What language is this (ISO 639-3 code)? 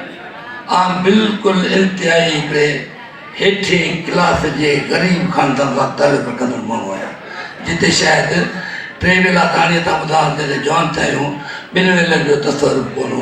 snd